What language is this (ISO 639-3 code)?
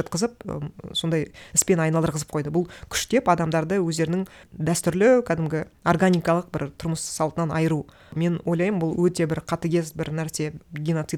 kaz